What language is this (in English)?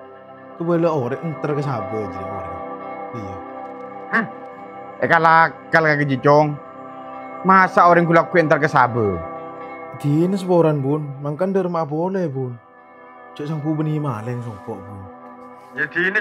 Madurese